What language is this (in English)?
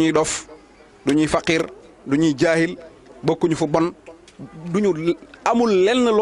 Wolof